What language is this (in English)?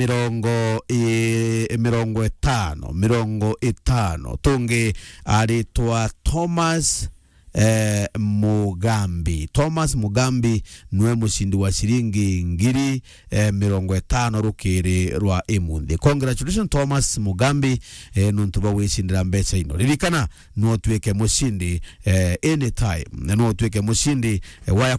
Meru